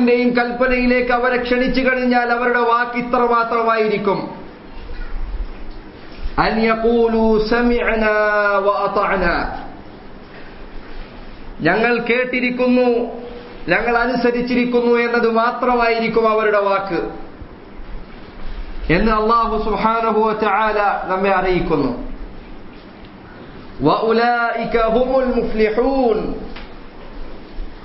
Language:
Malayalam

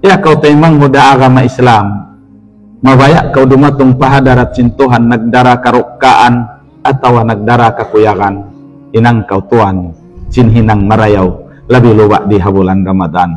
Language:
Tausug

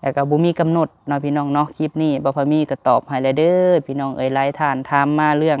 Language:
Lao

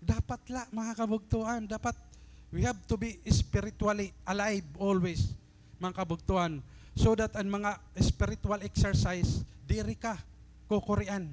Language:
Waray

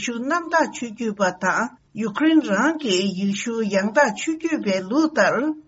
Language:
Tibetan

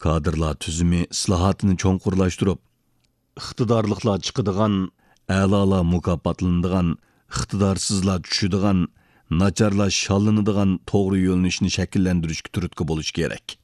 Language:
Uyghur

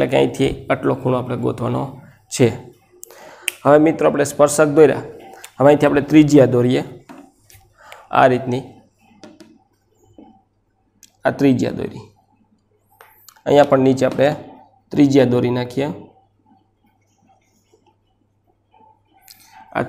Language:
Gujarati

